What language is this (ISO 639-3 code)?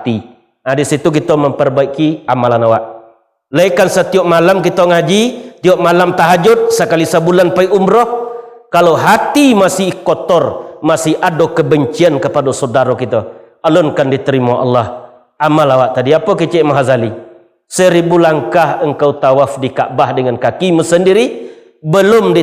min